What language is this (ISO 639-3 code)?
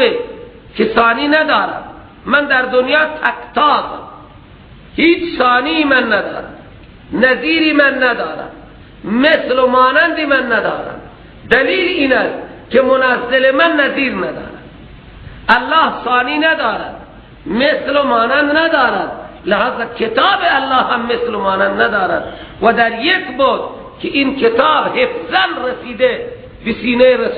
fas